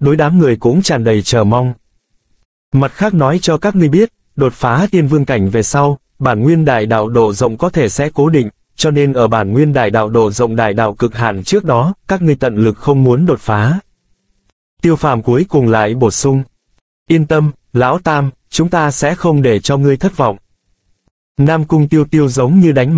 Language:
Vietnamese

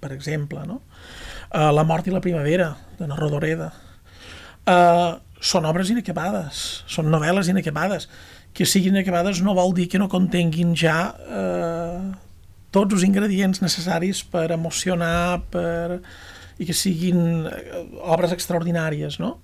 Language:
Catalan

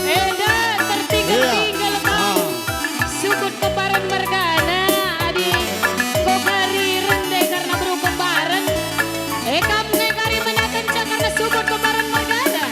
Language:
Batak Karo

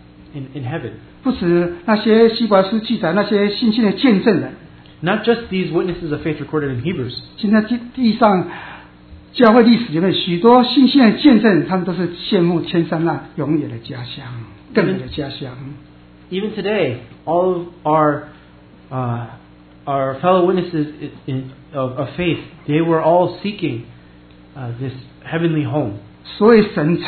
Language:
Chinese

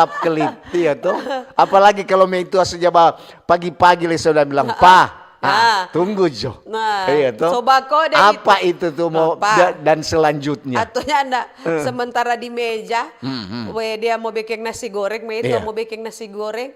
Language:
Manado Malay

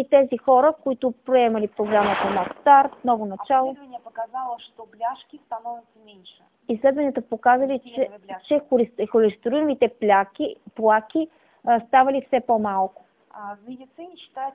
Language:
Bulgarian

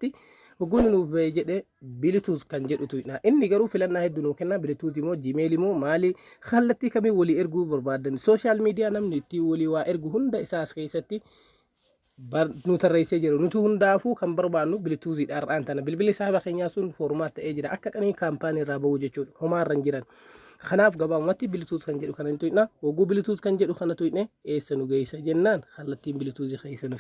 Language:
Oromo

